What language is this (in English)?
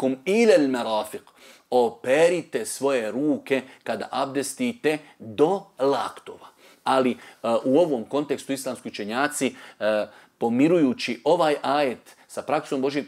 Bosnian